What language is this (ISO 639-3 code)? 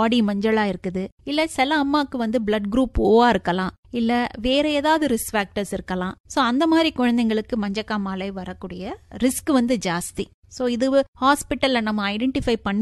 tam